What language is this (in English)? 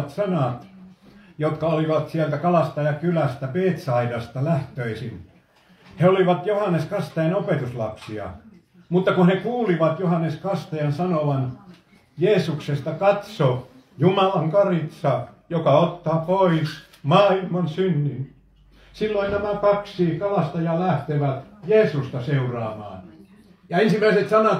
Finnish